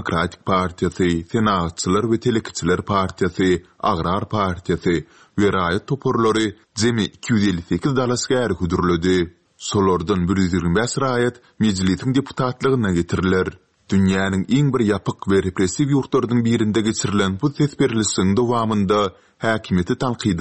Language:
Turkmen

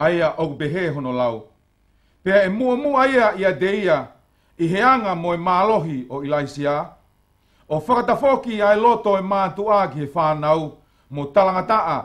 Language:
Tongan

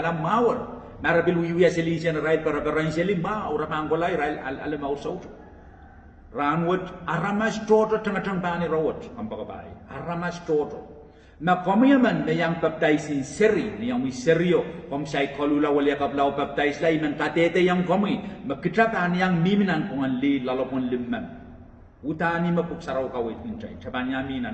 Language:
Pohnpeian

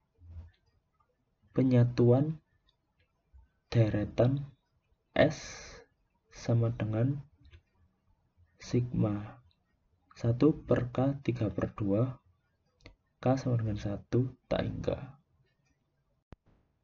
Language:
Indonesian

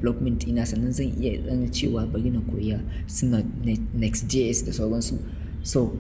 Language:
Hausa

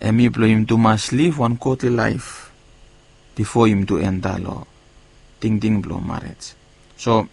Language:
Bislama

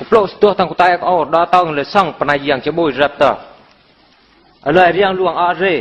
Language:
Eastern Bru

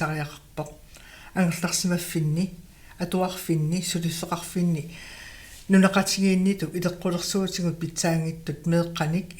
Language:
Kalaallisut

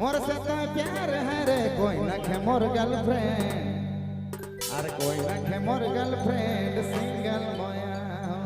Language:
Sadri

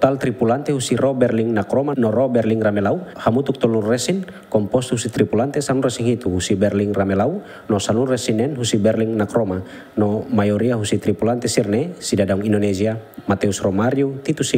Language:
Tetum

